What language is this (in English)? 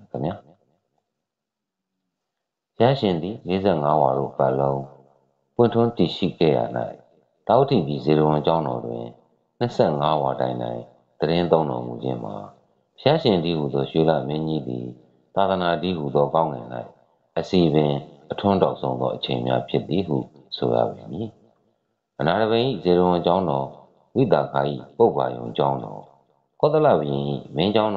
Burmese